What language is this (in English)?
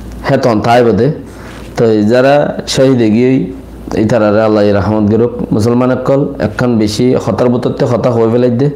Rohingya